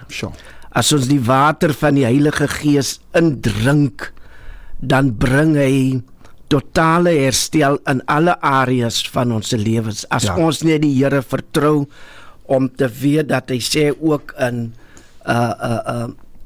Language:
Afrikaans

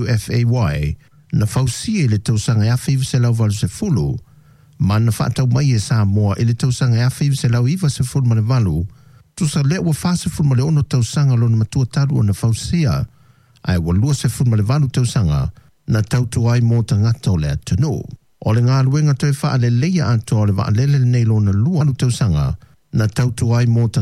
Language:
Samoan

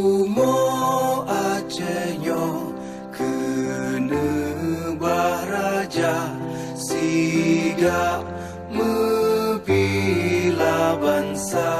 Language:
Achinese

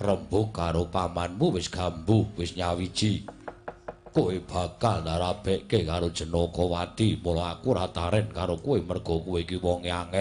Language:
Javanese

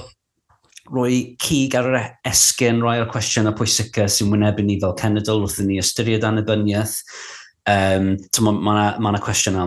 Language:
Welsh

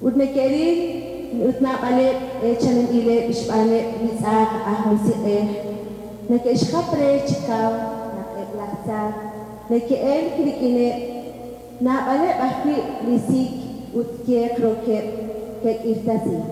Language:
Kekchí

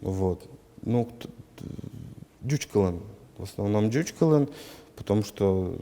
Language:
Udmurt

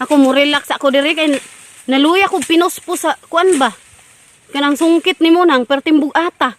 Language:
Cebuano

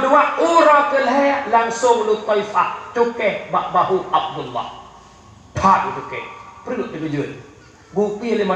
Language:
Achinese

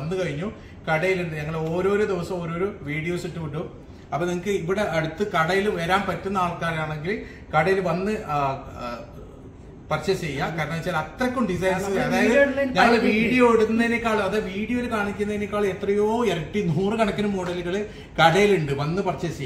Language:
Malayalam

